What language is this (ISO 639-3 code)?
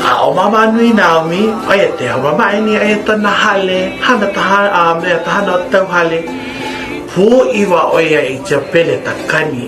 haw